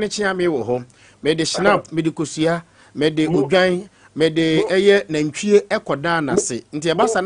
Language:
Akan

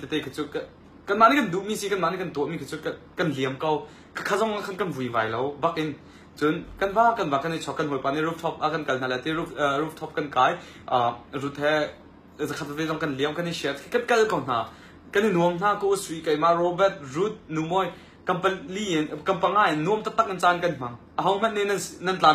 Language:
Hakha Chin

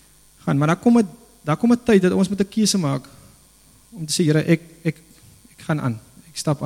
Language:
Afrikaans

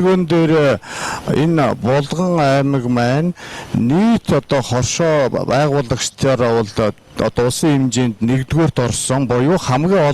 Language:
Mongolian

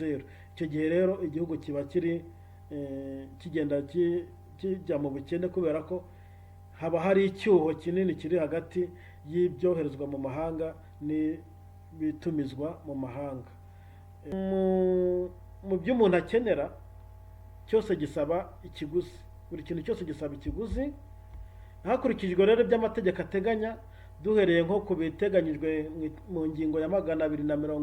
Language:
Kinyarwanda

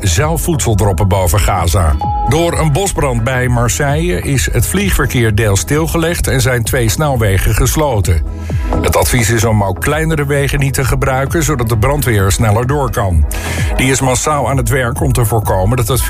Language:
Dutch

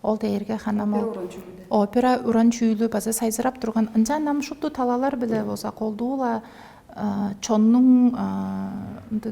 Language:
Tuvinian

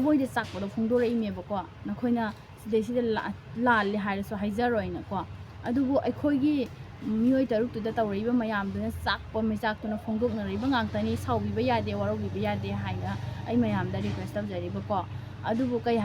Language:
Manipuri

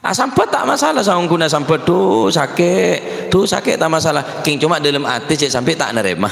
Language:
Madurese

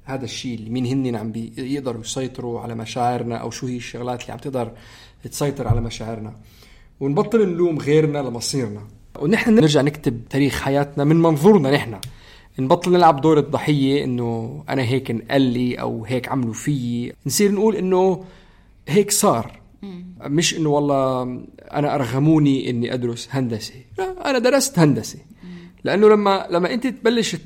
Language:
North Levantine Arabic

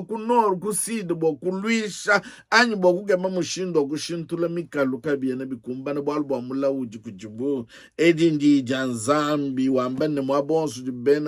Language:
Luba-Lulua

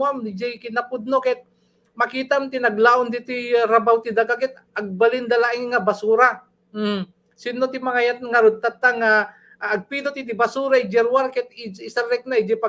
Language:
Iloko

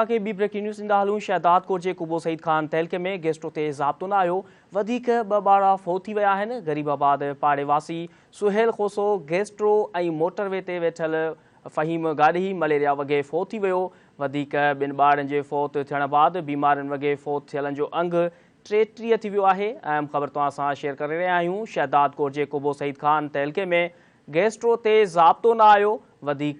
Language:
Sindhi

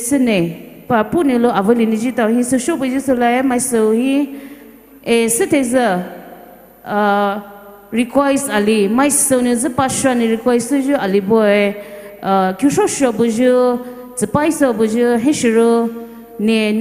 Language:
Poumei Naga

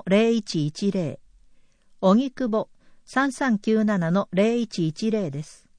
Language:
Japanese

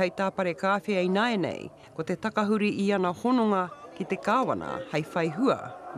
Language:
Māori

